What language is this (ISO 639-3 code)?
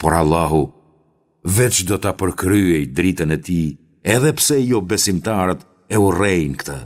sqi